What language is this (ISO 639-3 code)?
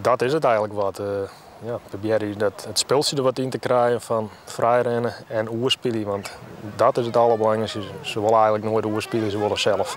fry